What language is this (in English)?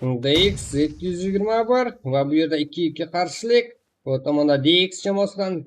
Kara-Kalpak